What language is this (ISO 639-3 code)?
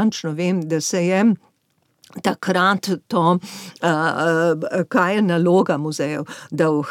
slv